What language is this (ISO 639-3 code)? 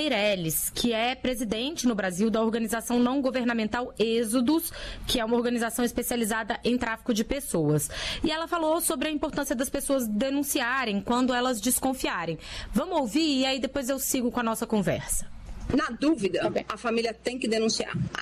por